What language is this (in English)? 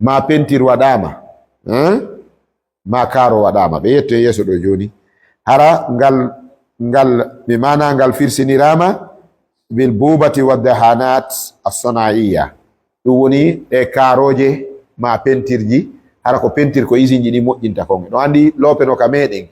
Fula